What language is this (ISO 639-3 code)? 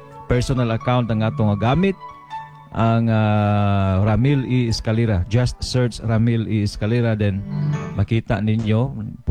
ceb